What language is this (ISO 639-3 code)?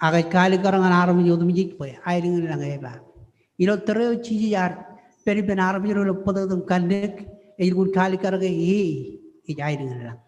mah